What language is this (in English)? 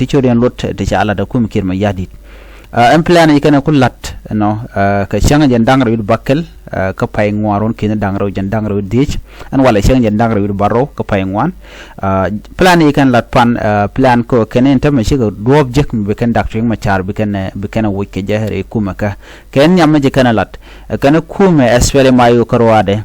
Nuer